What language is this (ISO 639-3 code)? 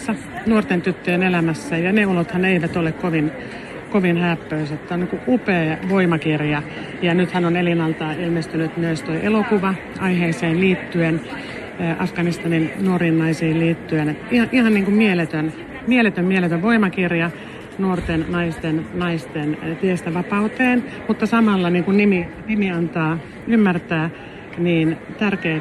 fin